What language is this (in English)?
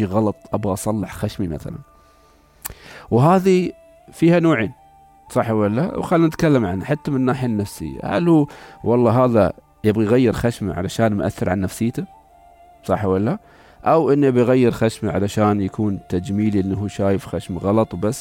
Gulf Arabic